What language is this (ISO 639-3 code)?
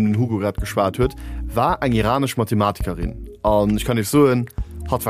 ltz